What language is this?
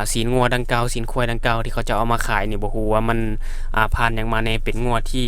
Lao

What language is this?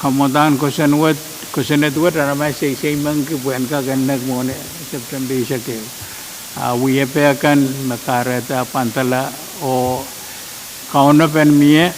Pohnpeian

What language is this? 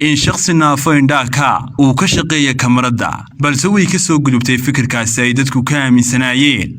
Somali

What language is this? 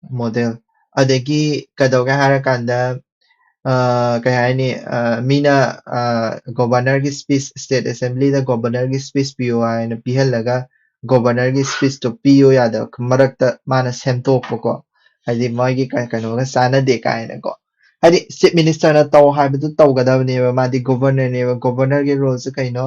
Manipuri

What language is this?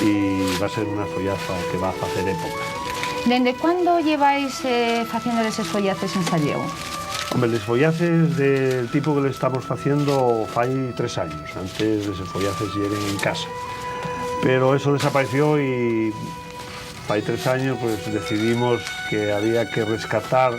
Asturian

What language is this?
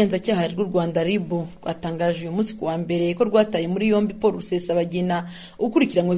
Kinyarwanda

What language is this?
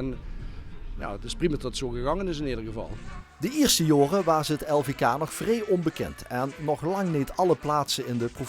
Limburgish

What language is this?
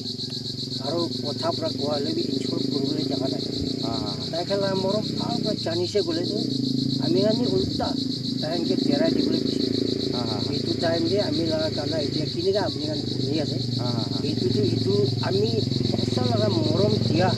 Naga Pidgin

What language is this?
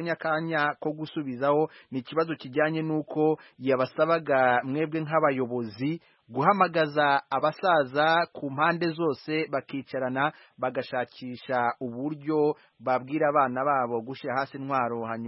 Kinyarwanda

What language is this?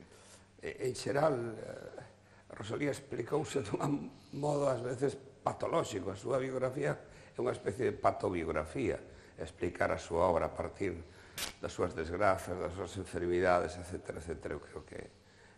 Galician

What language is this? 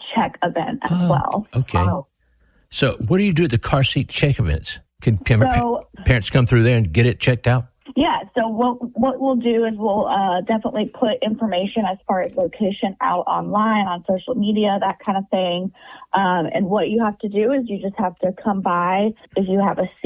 English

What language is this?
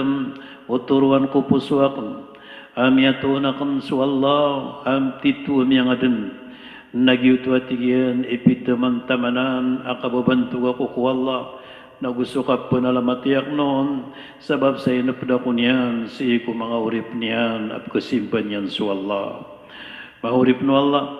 Maranao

